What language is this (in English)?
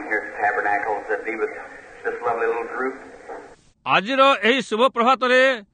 Odia